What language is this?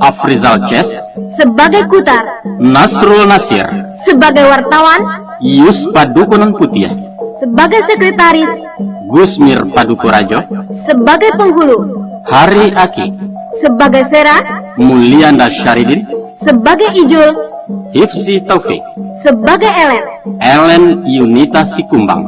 Minangkabau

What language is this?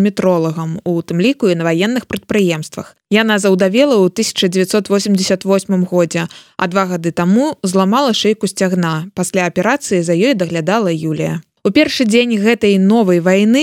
Belarusian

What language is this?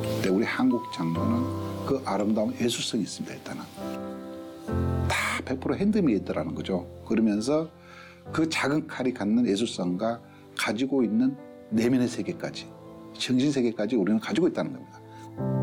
Korean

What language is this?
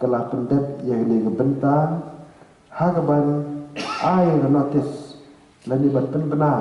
Khasi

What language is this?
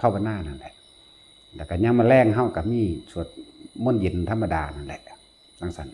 Lao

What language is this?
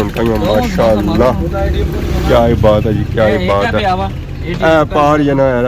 Pahari-Potwari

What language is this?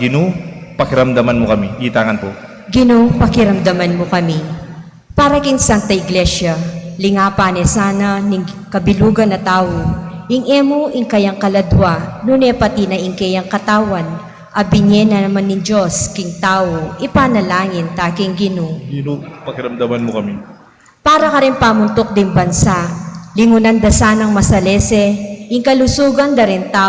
Pampanga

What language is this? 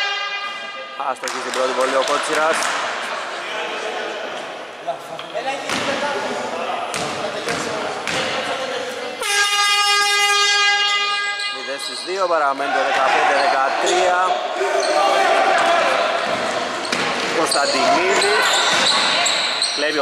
Greek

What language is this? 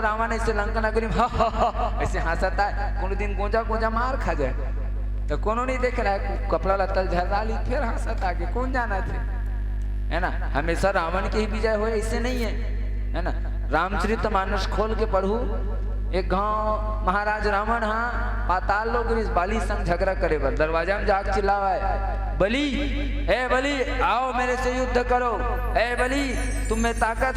Chhattisgarhi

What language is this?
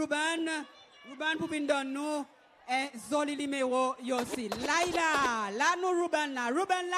Seselwa Creole French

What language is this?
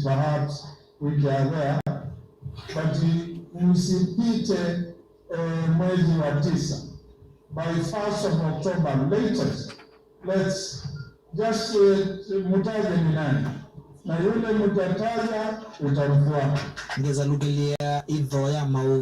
Kamba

